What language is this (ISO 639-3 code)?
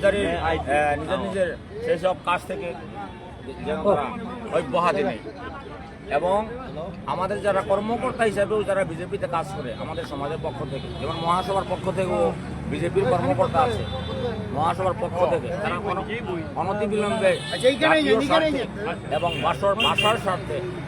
bpy